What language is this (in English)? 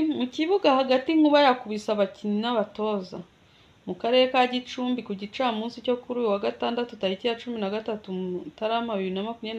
Kinyarwanda